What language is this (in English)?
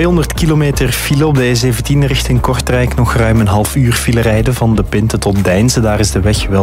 Dutch